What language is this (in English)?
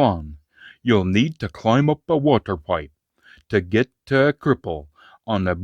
Scots